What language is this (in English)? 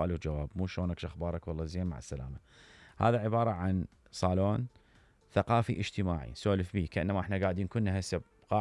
Mesopotamian Arabic